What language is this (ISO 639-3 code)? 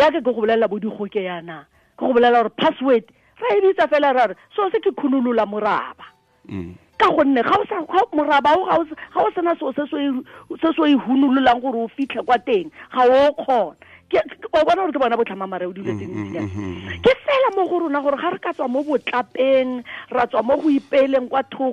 tsn